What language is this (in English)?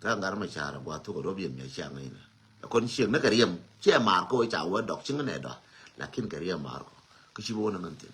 Nuer